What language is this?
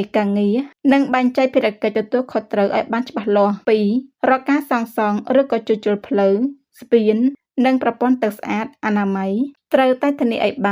Khmer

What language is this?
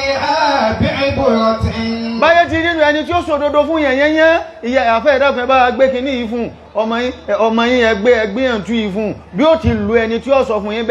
Yoruba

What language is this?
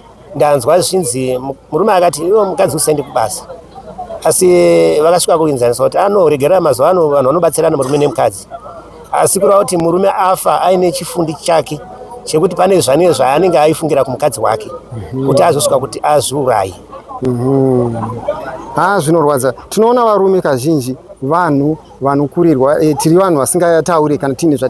Shona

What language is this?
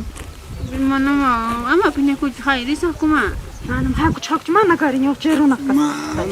Ayacucho Quechua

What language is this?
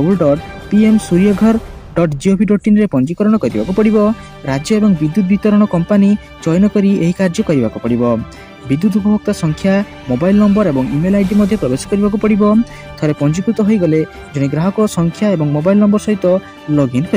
Odia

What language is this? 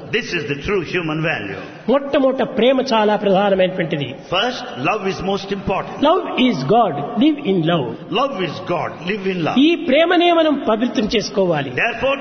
Telugu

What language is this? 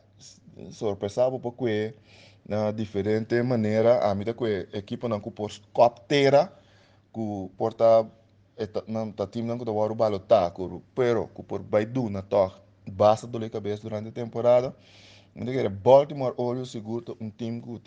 Papiamento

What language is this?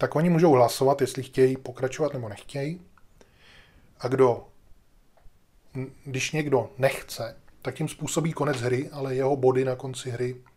Czech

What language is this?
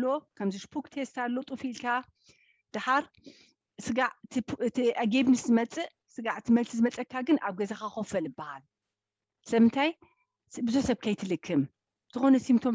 Tigrinya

